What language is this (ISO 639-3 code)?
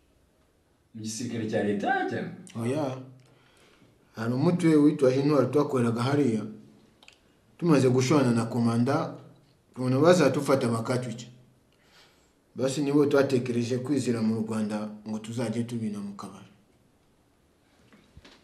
kin